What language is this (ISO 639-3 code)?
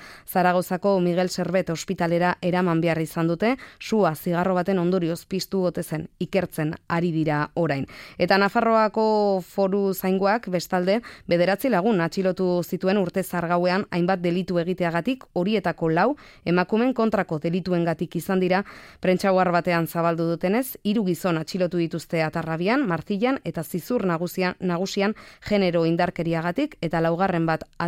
eus